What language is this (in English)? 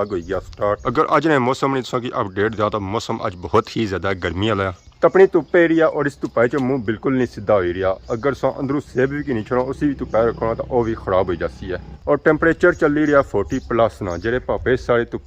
Pahari-Potwari